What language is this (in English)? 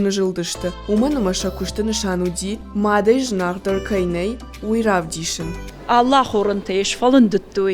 Ossetic